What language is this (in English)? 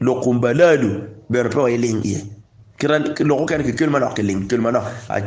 Acoli